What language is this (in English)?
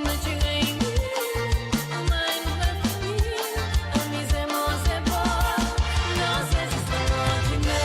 Morisyen